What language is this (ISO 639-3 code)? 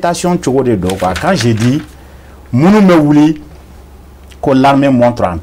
bam